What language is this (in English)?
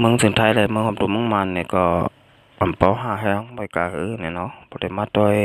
Shan